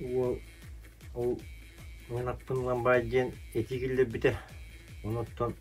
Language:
Yakut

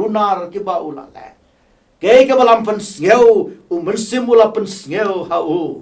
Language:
Khasi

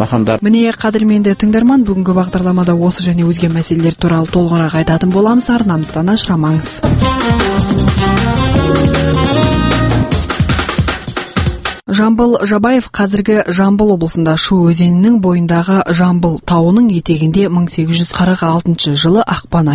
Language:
Kazakh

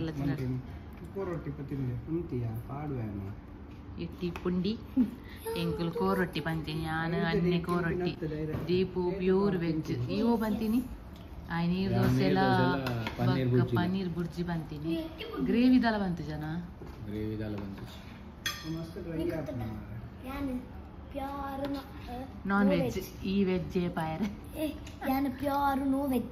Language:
Tulu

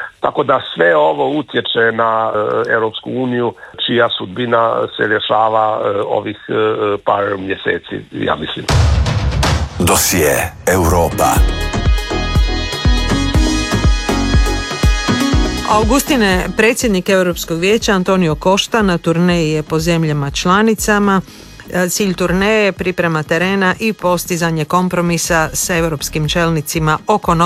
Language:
Croatian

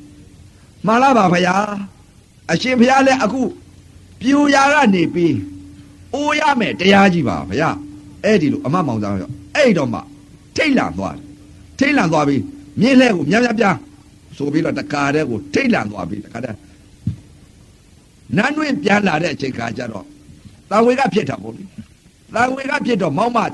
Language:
Burmese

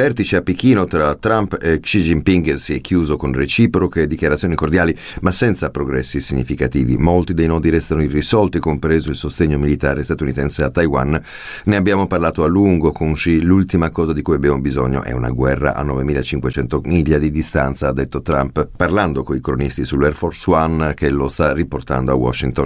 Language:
Italian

